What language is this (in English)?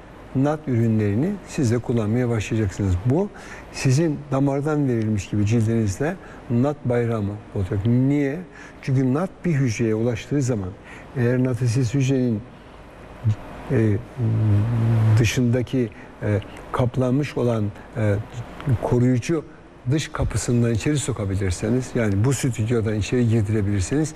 Turkish